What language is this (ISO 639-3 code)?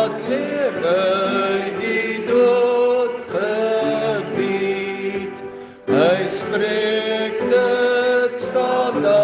afr